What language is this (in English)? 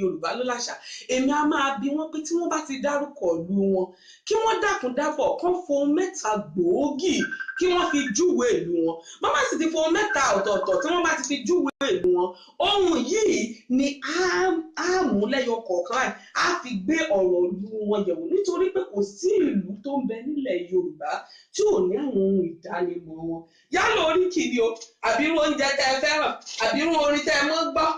Yoruba